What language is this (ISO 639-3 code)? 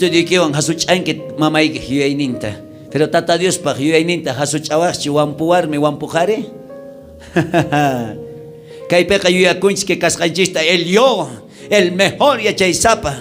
quh